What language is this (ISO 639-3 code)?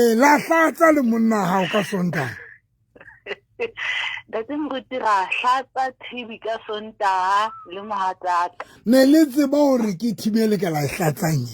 sot